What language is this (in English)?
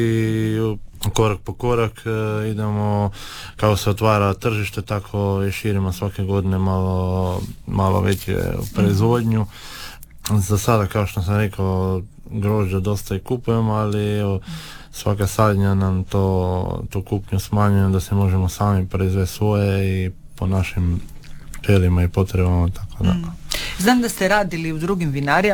Croatian